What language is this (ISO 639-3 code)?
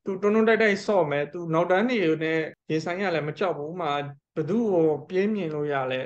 mya